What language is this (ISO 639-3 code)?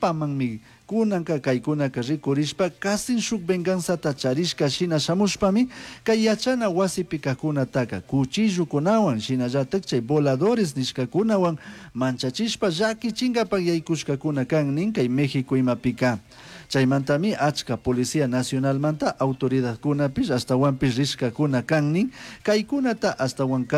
qug